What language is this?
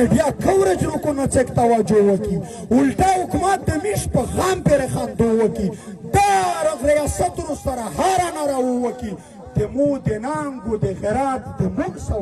Pashto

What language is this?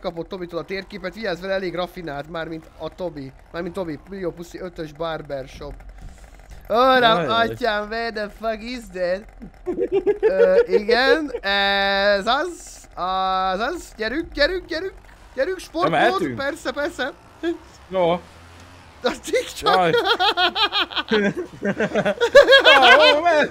Hungarian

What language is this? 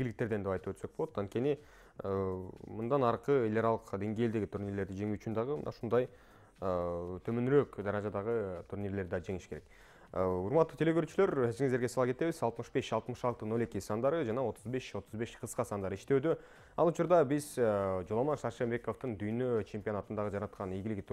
Kyrgyz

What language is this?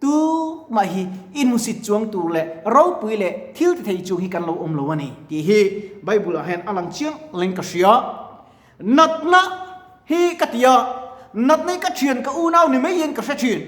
Mizo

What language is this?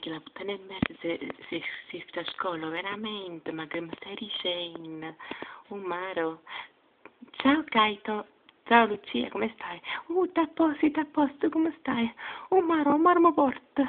Neapolitan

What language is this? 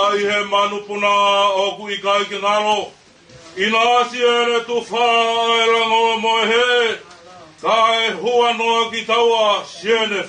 Tongan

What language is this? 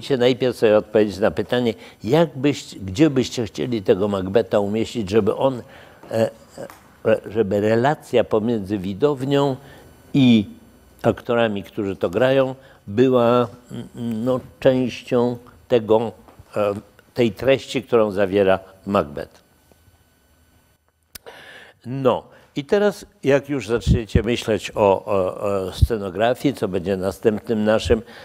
Polish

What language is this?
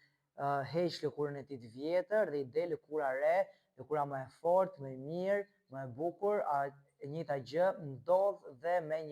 Albanian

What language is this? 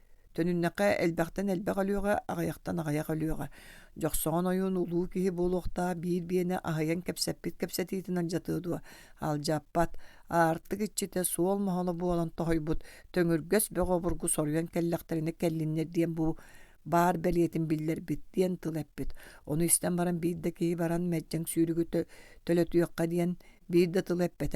Yakut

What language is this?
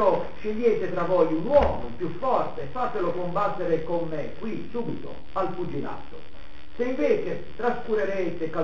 Italian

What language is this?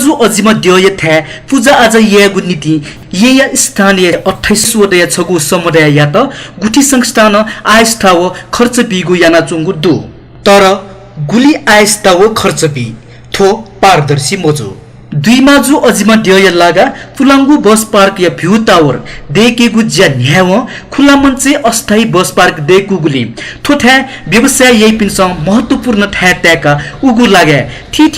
Newari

